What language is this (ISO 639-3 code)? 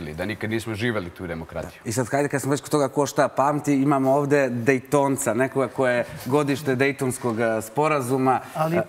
srp